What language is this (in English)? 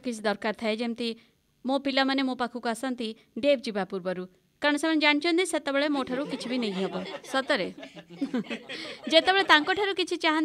Odia